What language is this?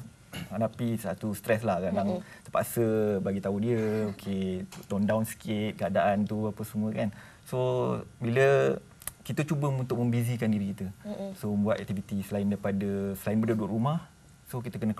Malay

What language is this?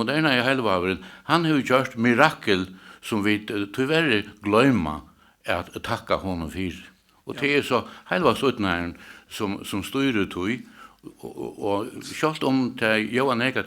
Faroese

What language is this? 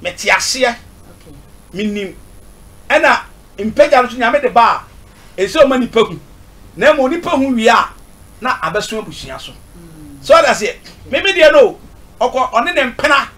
Akan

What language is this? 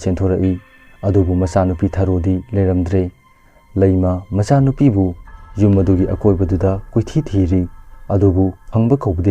Manipuri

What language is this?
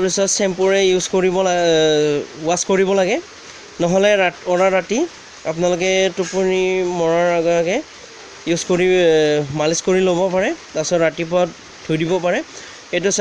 Assamese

